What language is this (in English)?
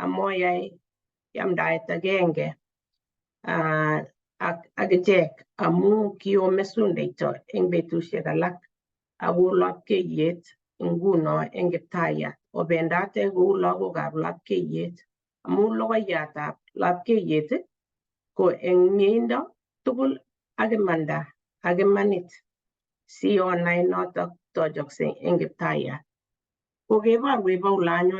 Kalenjin